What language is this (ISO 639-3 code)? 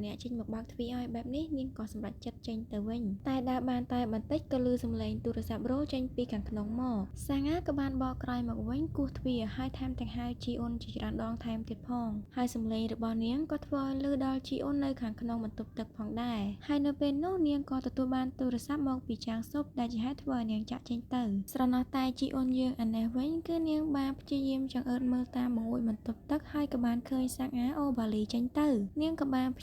khm